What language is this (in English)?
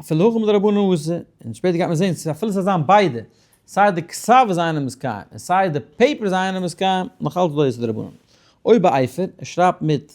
Yiddish